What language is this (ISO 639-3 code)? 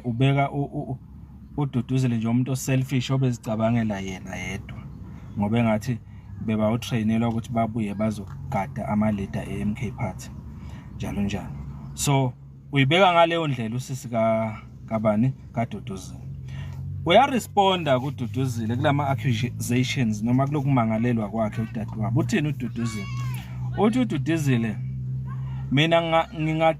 zul